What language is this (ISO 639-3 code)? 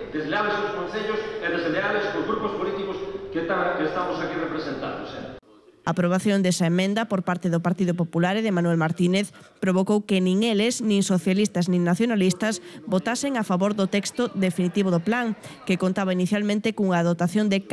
glg